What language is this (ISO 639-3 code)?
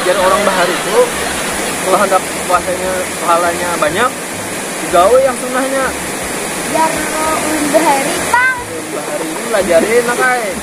bjn